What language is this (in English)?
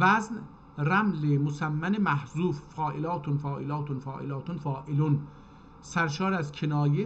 South Azerbaijani